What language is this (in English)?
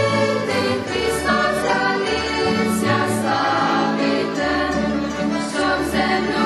Rusyn